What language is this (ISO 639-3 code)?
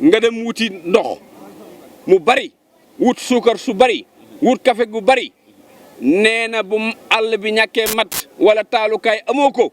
wol